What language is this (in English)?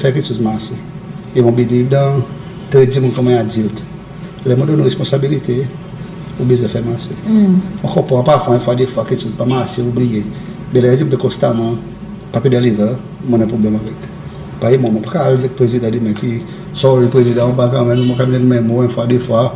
Seselwa Creole French